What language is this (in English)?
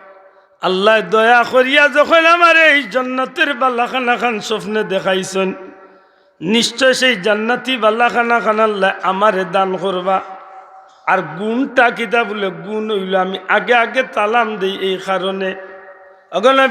Sylheti